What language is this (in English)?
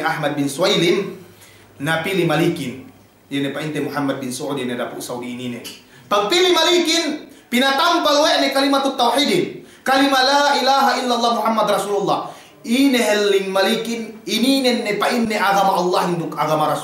Yakan